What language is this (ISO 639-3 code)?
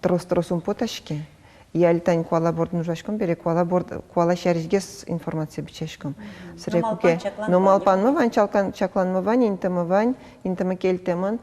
udm